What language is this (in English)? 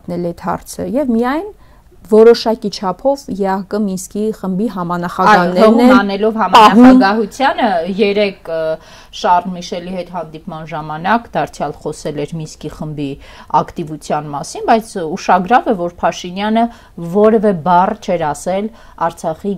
Armenian